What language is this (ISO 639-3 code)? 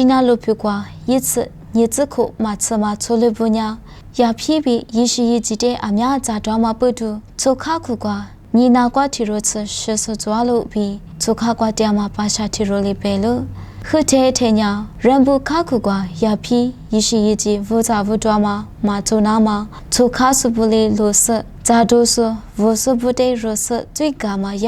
lis